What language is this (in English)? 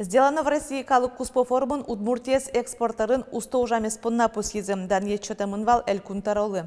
Udmurt